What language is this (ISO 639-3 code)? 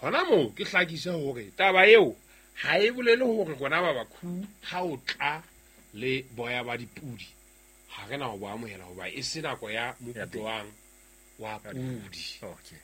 sot